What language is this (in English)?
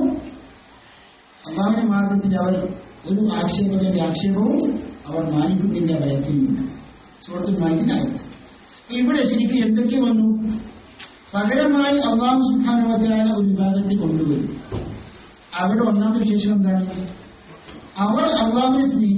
Malayalam